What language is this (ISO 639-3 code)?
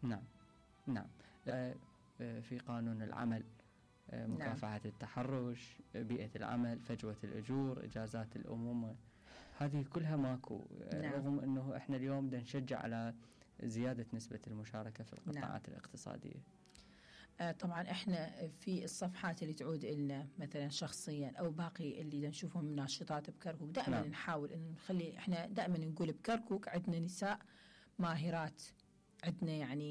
acm